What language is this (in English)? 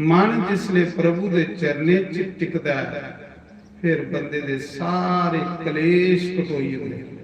Dogri